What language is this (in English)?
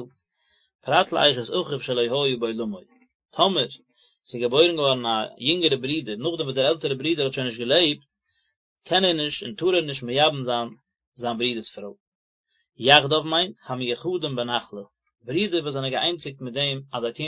Yiddish